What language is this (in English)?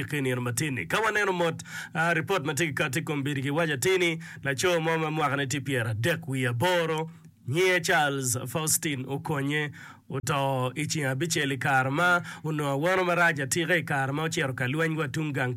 Acoli